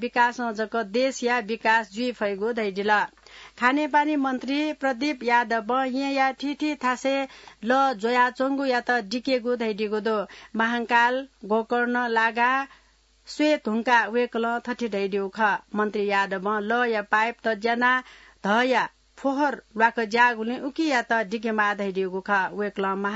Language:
Newari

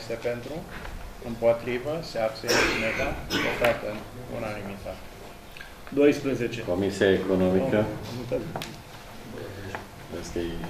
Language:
Romanian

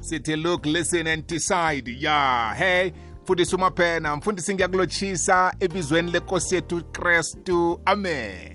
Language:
South Ndebele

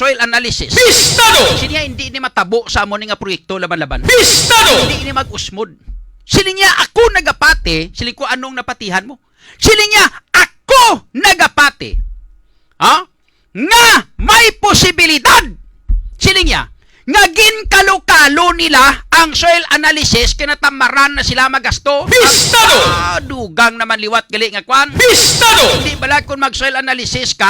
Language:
Hiligaynon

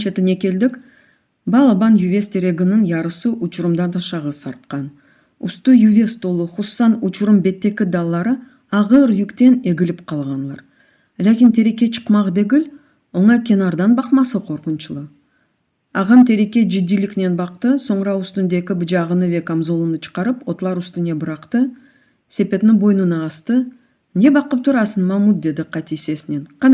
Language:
Crimean Tatar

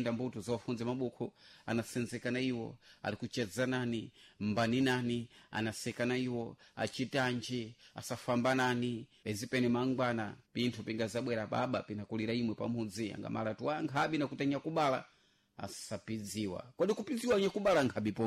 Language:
Sena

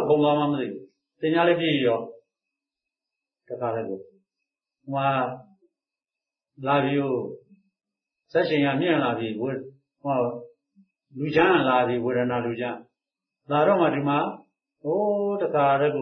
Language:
Burmese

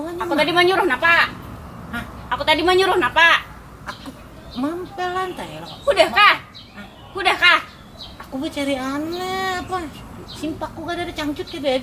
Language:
Banjar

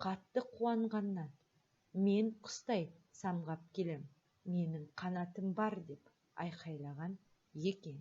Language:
Kazakh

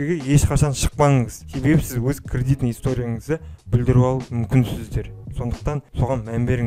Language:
Kazakh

